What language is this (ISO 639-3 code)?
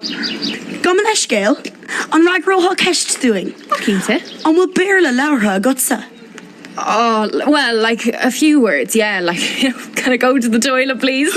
gle